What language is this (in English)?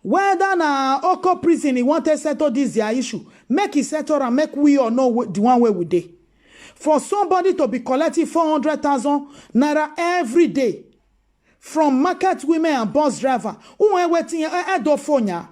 Nigerian Pidgin